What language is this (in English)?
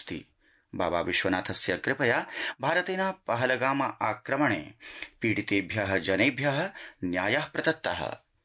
Sanskrit